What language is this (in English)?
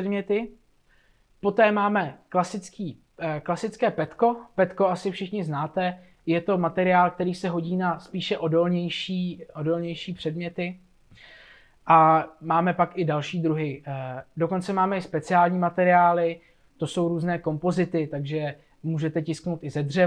Czech